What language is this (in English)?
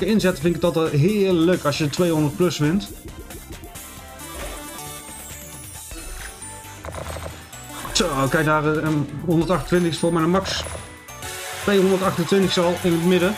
Dutch